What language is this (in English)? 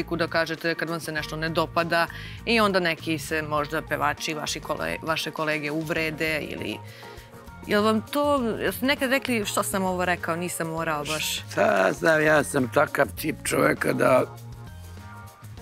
Serbian